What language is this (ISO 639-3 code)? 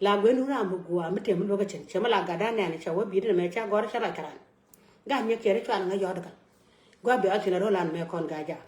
nus